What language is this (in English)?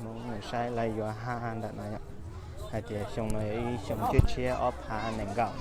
Hmong